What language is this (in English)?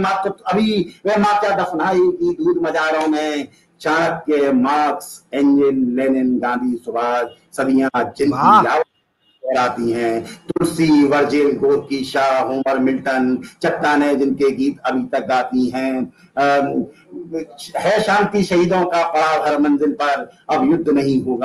Hindi